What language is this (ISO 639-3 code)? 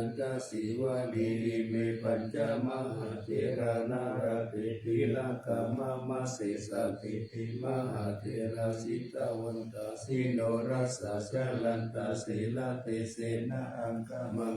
pli